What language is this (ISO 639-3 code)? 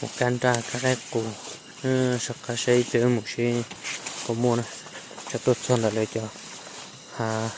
hmn